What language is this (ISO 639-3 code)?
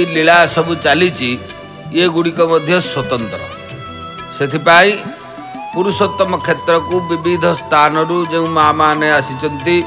ori